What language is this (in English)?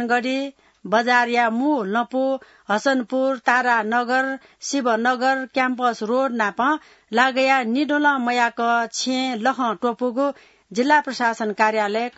Newari